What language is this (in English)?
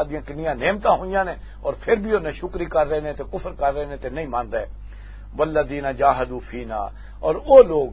Western Panjabi